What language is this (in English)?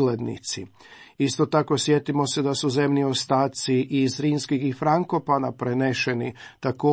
Croatian